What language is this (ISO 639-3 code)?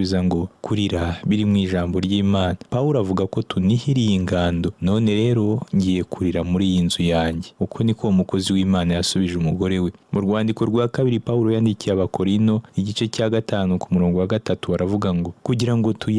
kin